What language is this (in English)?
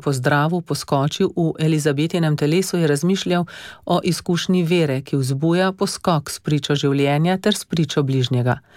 Slovenian